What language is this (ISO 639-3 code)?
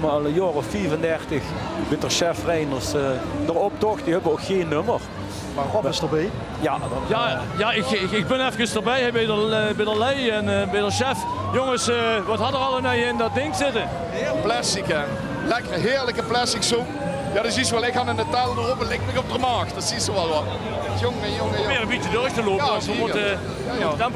lim